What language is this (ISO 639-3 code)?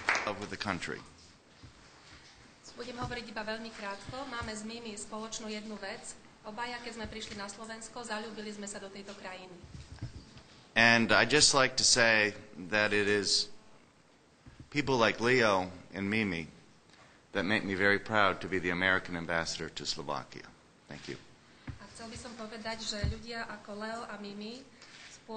slk